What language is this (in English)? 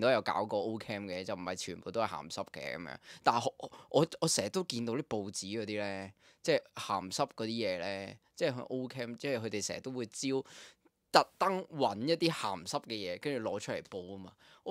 Cantonese